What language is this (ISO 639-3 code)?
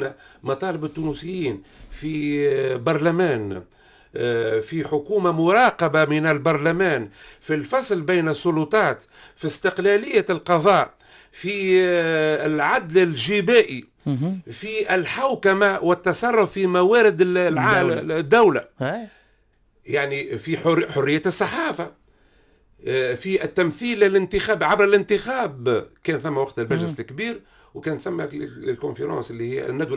aeb